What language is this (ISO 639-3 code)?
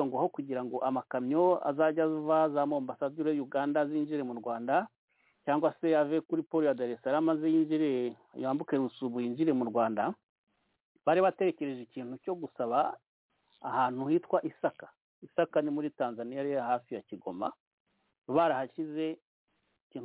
kin